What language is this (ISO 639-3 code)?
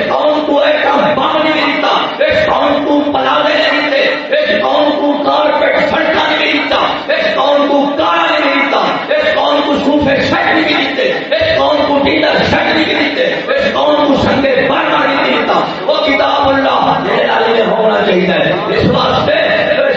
skr